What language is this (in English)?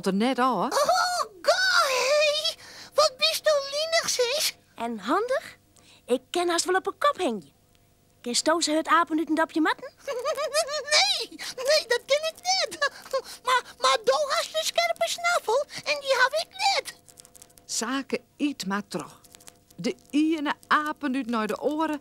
Western Frisian